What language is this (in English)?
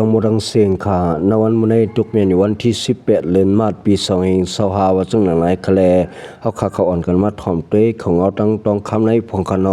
Shan